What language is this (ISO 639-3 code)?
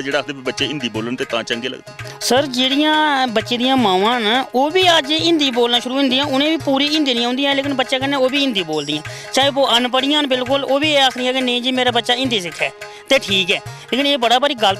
doi